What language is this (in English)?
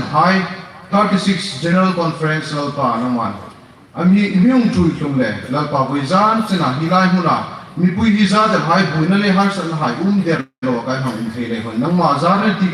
Hmar